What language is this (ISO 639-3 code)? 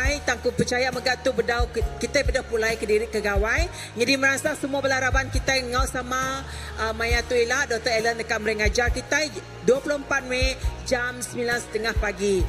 iba